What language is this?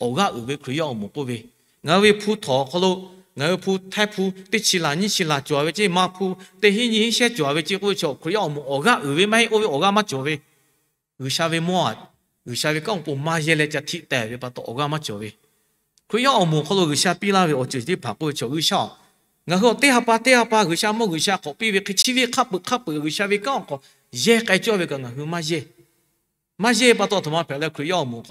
Lahu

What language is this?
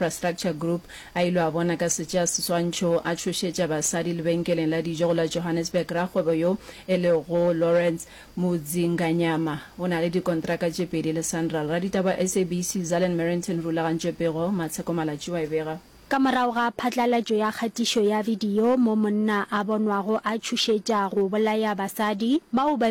Northern Sotho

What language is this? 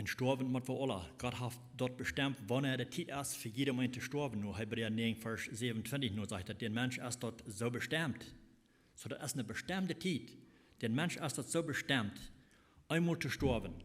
Plautdietsch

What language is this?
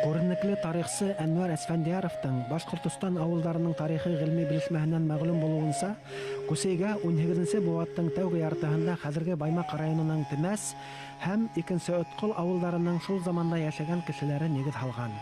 Bashkir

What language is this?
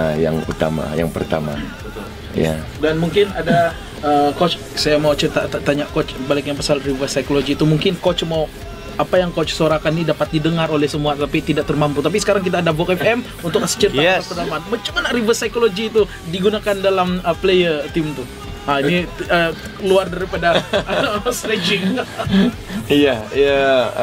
Malay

